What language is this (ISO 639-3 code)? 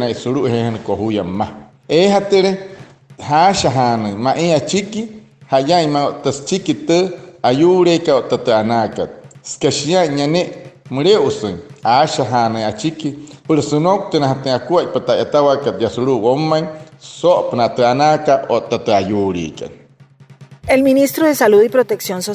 guc